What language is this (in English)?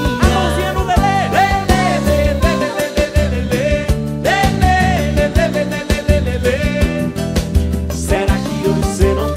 Portuguese